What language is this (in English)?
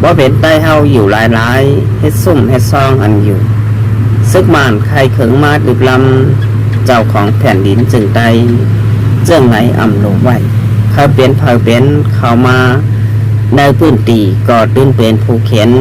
Shan